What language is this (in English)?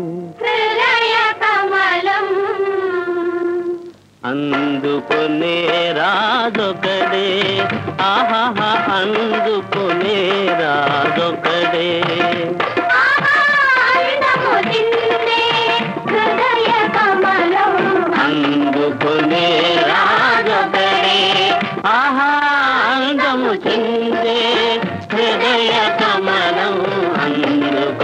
Telugu